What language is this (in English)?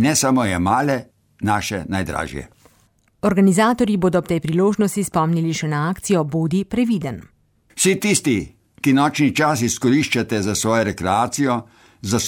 Slovenian